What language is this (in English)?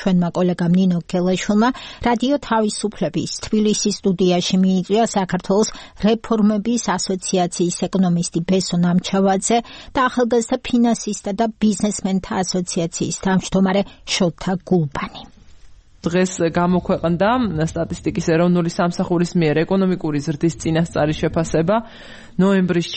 Georgian